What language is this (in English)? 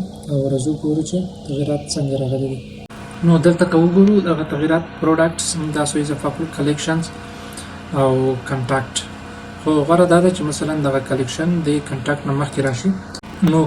Pashto